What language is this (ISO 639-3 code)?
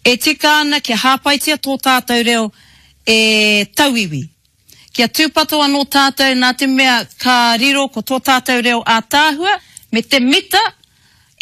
mri